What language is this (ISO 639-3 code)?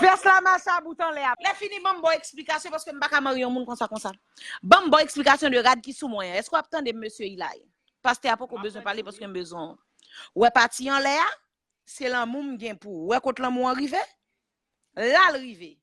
hat